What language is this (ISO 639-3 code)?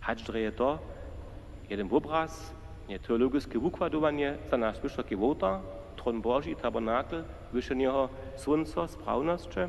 hsb